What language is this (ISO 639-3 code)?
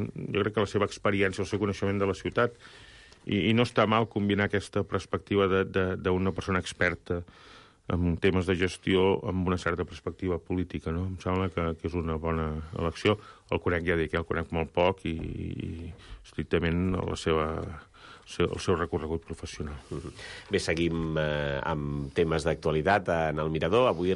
cat